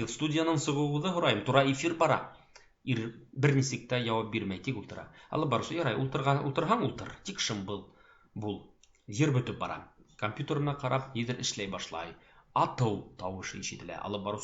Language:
Bashkir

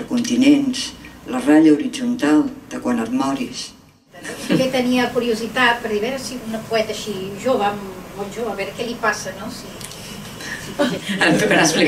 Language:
Catalan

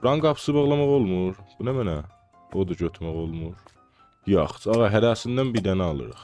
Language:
South Azerbaijani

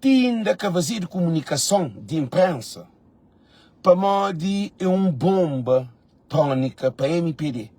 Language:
Kabuverdianu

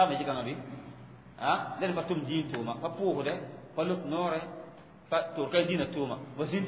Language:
Mossi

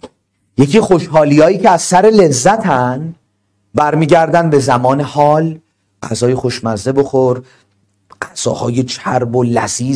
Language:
Persian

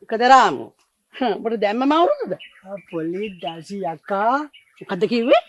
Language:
Sinhala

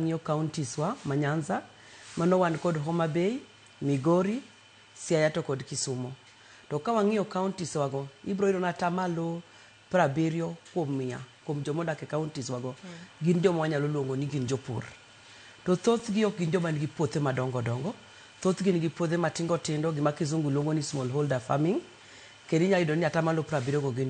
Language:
Luo (Kenya and Tanzania)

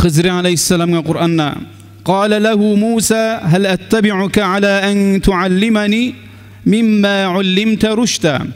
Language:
Kumyk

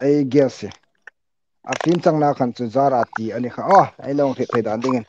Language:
Hmar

